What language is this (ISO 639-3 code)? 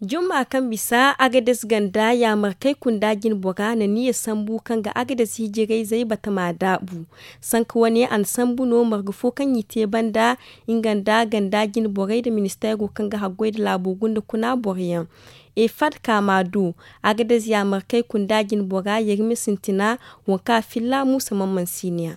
dje